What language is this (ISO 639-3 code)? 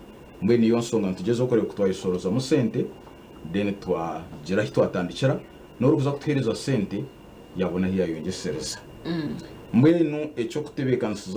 nyn